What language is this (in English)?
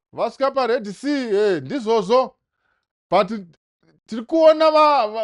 Shona